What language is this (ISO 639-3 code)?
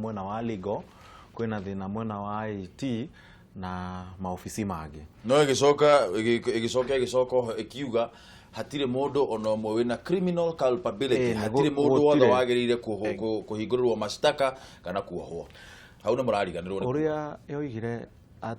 kik